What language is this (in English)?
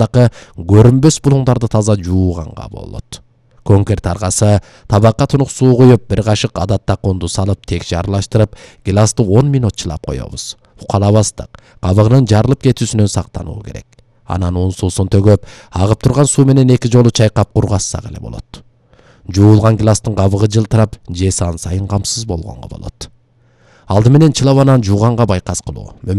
Kyrgyz